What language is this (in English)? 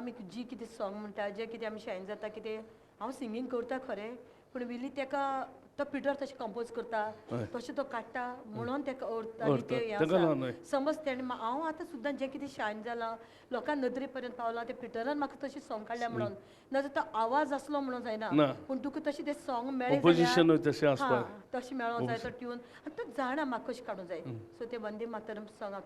Konkani